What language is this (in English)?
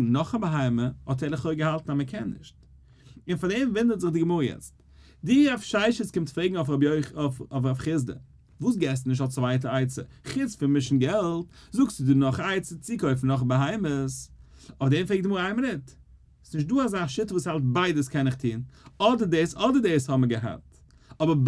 Yiddish